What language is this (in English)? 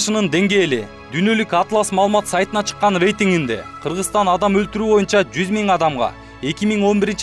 Kyrgyz